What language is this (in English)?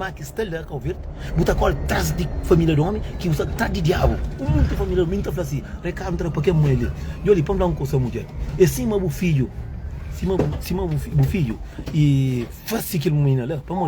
Kabuverdianu